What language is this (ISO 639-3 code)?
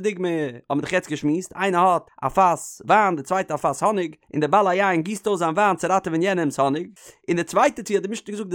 yid